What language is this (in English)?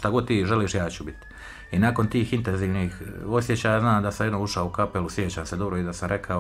Croatian